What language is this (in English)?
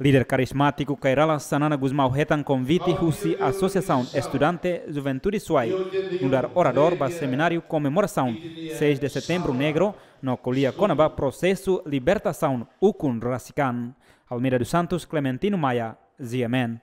Tetum